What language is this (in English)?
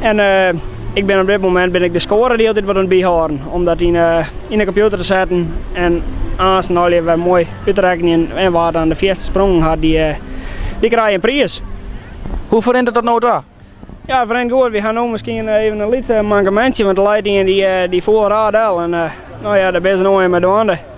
Western Frisian